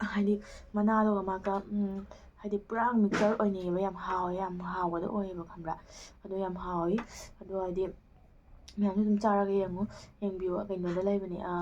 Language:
Manipuri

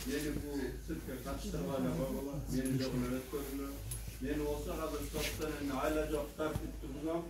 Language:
Kyrgyz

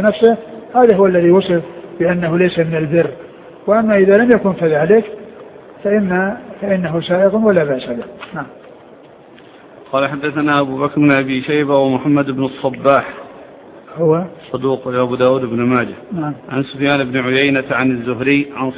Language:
Arabic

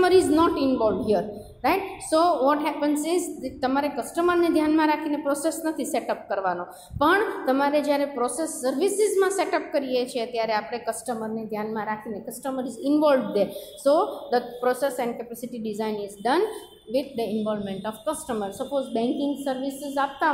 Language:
Gujarati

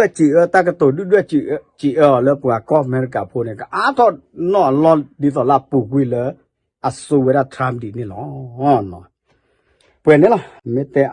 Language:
S'gaw Karen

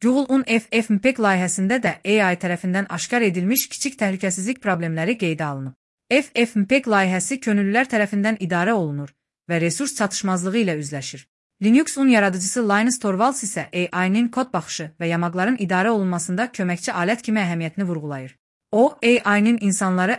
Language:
Azerbaijani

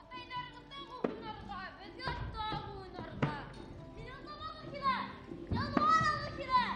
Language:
Bashkir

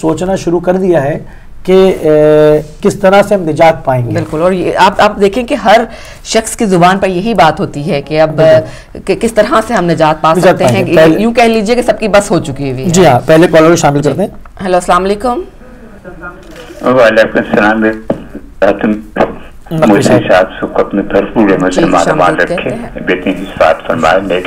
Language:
Urdu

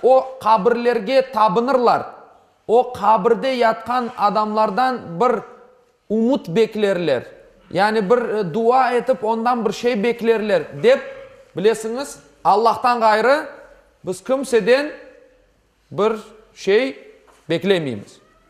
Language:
Crimean Tatar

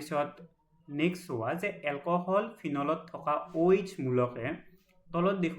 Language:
Assamese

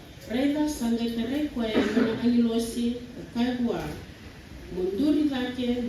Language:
Fijian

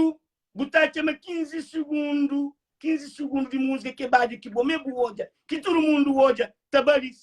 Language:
Kabuverdianu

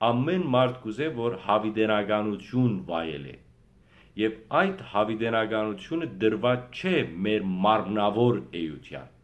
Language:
Western Armenian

